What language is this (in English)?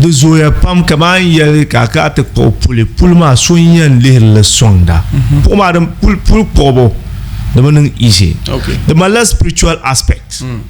Dagbani